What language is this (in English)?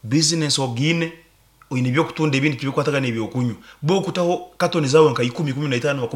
Nyankole